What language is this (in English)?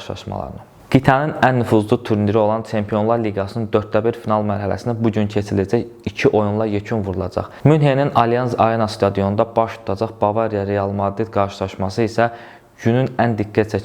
Azerbaijani